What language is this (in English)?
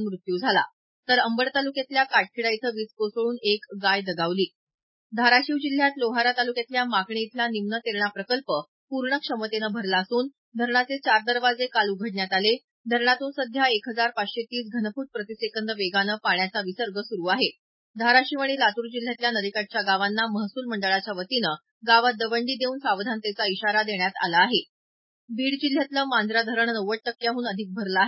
Marathi